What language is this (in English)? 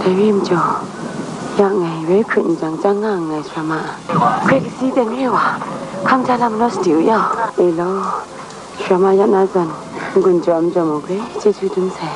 Kachin